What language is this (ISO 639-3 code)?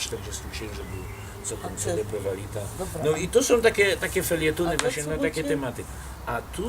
szl